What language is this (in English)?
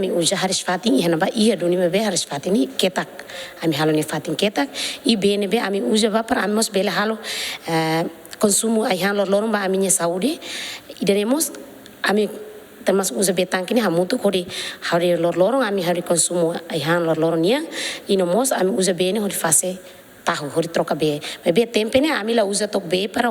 Tetum